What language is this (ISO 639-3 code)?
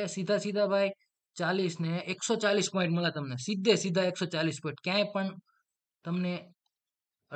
guj